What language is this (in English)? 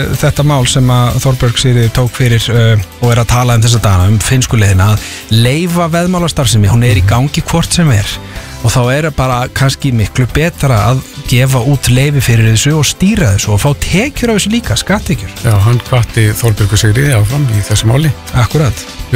Icelandic